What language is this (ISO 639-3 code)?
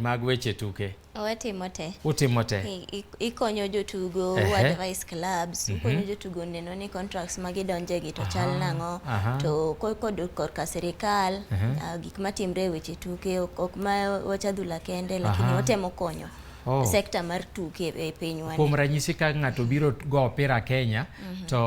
luo